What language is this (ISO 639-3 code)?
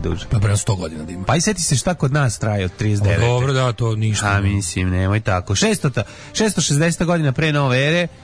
srp